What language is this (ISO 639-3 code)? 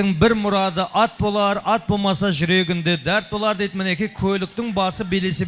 kaa